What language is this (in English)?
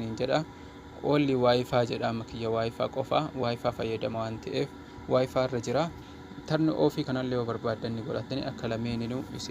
Oromo